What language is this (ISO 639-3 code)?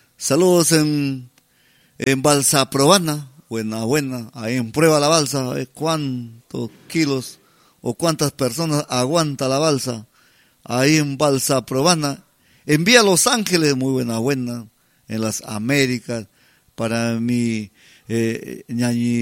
spa